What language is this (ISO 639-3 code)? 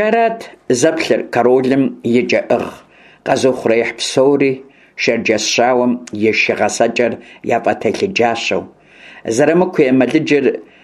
kbd